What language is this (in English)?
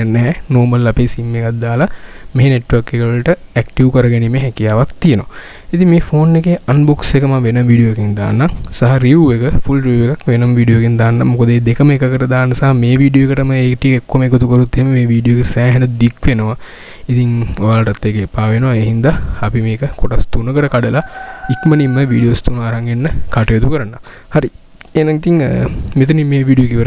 Sinhala